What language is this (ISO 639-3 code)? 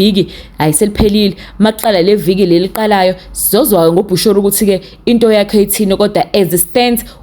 zul